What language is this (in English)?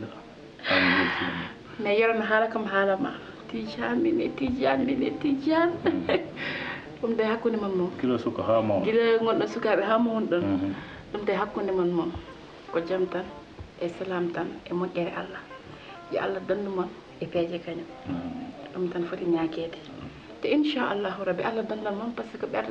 Fula